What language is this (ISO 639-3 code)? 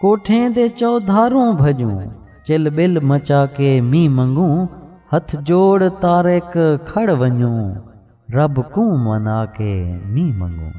skr